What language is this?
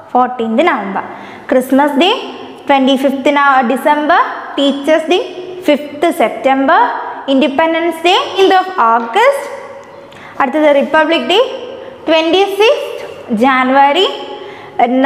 Malayalam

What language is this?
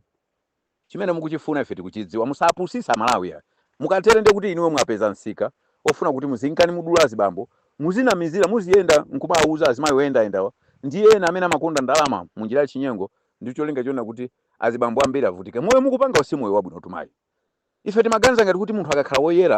Nyanja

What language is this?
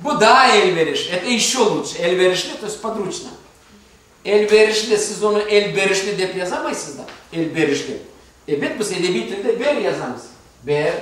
Crimean Tatar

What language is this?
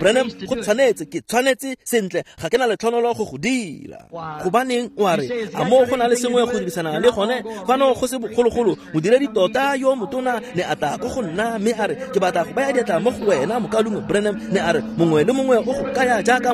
Tswana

